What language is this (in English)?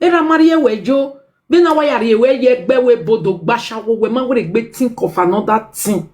Nigerian Pidgin